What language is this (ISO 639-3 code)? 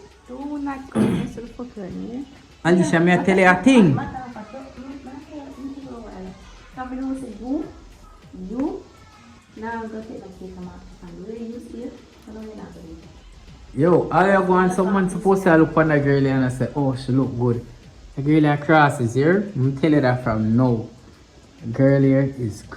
jam